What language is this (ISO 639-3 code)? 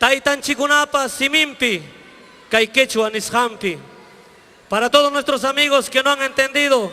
quy